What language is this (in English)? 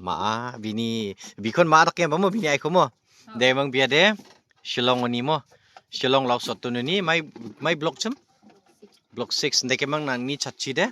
Garo